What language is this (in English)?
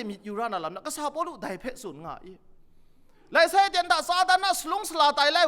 Kachin